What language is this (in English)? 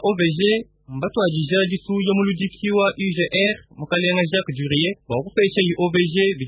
Luba-Lulua